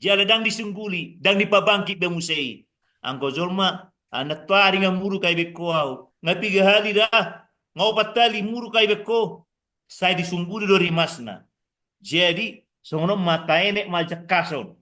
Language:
Batak Toba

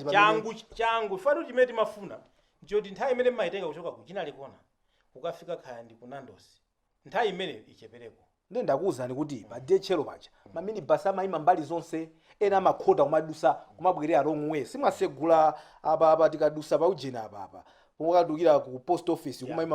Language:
Nyanja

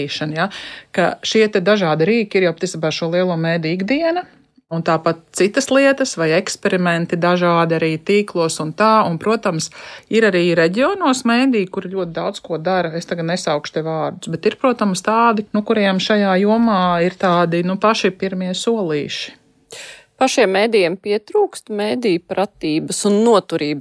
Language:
Latvian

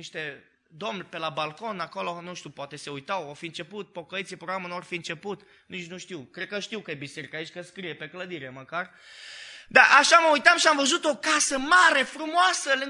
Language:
Romanian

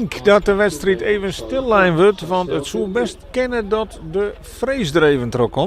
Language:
Western Frisian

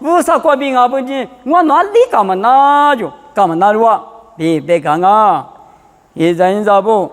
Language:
Lisu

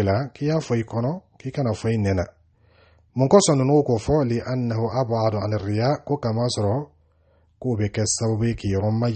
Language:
Dyula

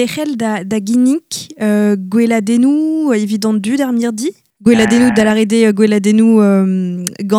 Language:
Breton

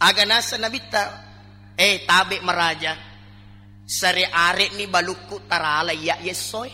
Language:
Buginese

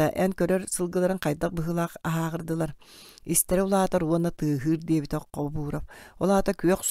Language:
Yakut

